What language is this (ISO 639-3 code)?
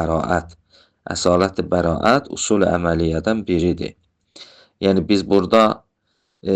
aze